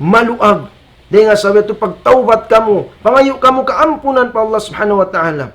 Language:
Tausug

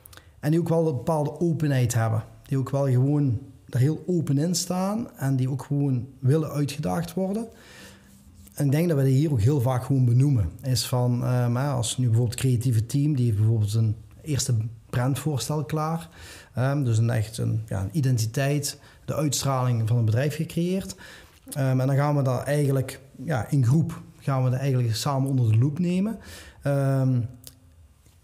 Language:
Dutch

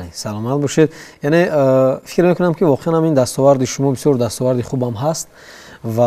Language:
Tajik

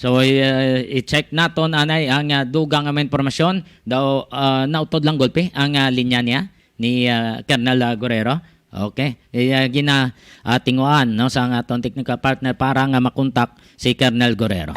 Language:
Hiligaynon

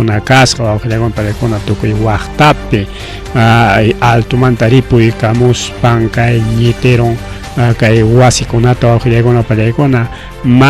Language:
Ayacucho Quechua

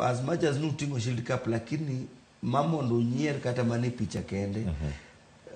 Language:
Luo (Kenya and Tanzania)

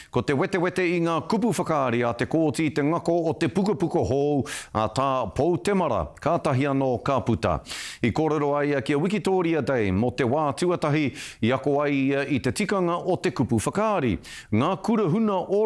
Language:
Māori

